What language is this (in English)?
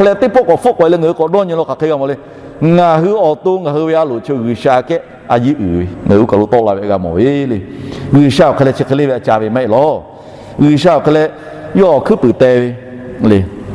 Lahu